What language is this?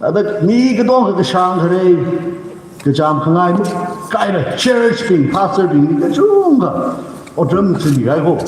Tangkhul Naga (India)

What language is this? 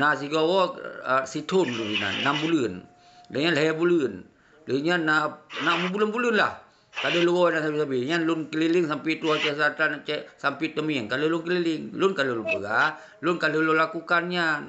Achinese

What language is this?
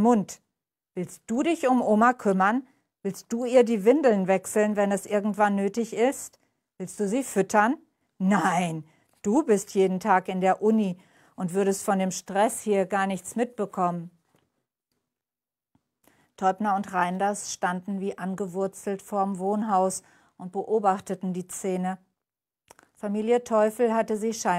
German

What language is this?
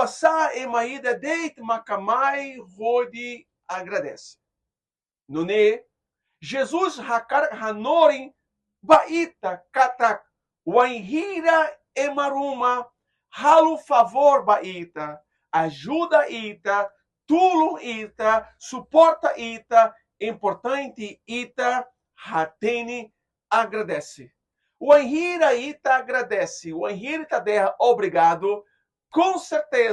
Tetum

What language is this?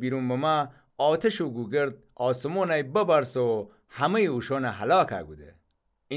Gilaki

